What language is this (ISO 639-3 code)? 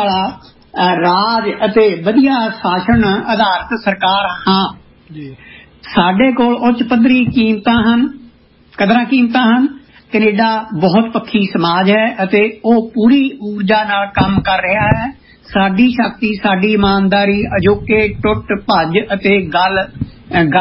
pan